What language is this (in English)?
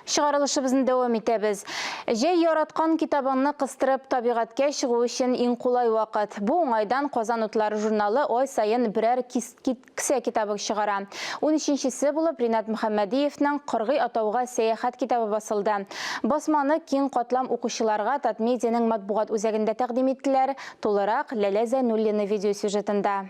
Tatar